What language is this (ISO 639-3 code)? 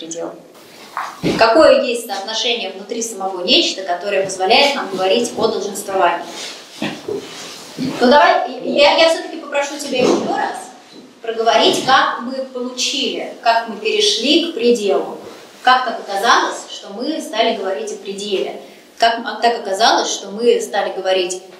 rus